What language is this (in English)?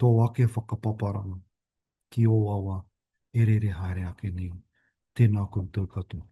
Māori